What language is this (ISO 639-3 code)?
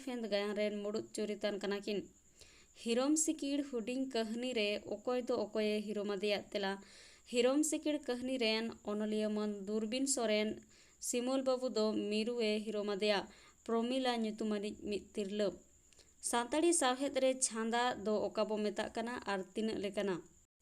sat